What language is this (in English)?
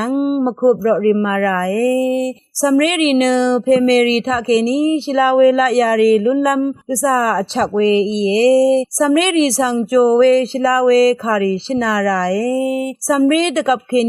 Rawang